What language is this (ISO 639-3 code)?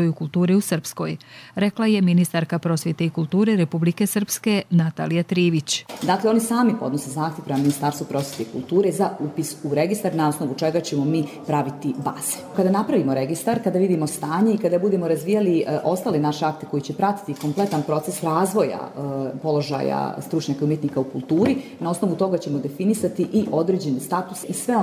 hrv